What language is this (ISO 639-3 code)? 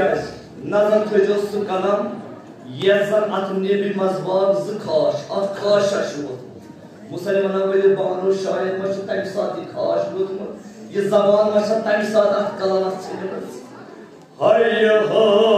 kas